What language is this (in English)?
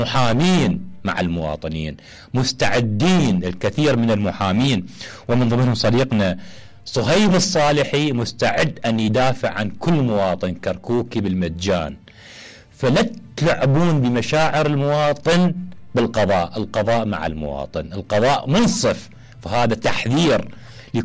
Mesopotamian Arabic